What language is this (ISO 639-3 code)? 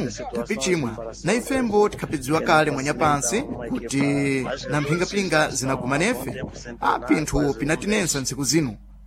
seh